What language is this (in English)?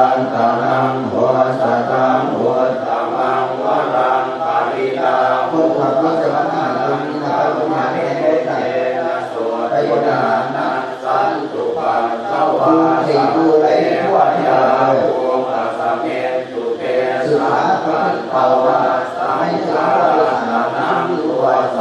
Pali